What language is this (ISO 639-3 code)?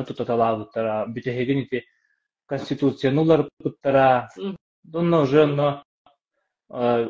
sah